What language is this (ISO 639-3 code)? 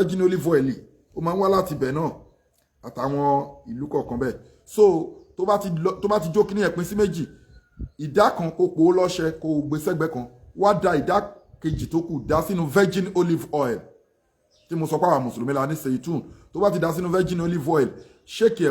yor